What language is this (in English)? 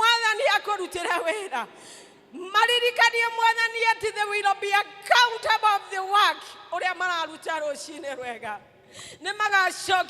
Kikuyu